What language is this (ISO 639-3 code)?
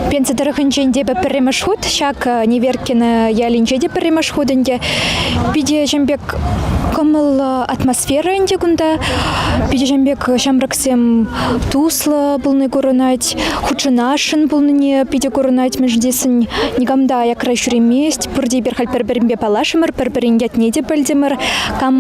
chv